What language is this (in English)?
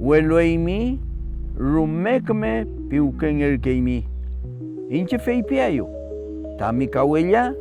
Mapuche